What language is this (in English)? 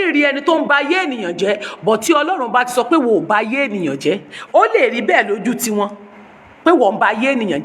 Yoruba